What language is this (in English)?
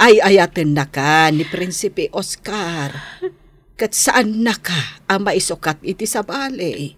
Iloko